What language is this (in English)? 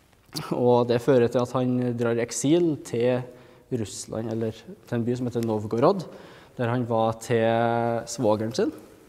Norwegian